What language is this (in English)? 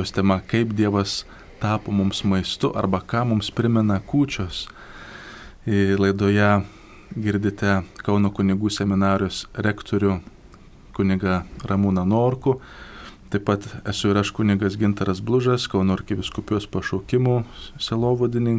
Lithuanian